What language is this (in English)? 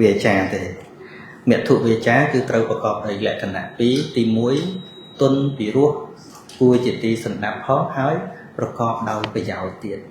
Khmer